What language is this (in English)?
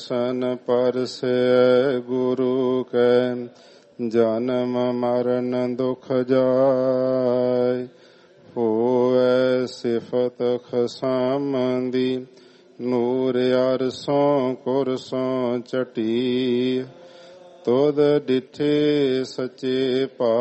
Punjabi